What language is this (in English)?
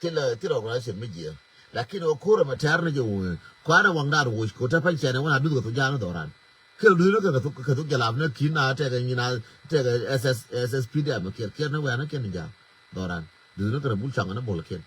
Nuer